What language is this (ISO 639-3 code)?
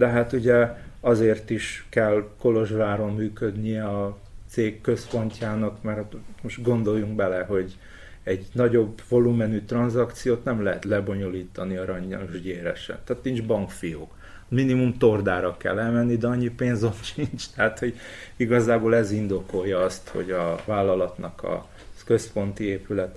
hun